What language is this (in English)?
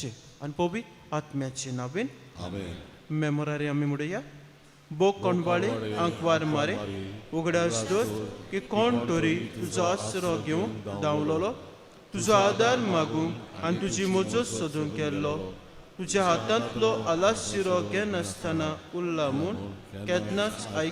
Konkani